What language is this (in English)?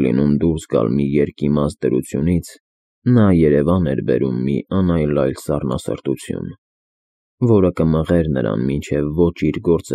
Armenian